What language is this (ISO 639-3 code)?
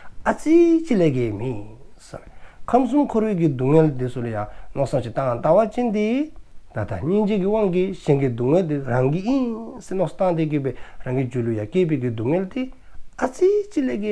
dzo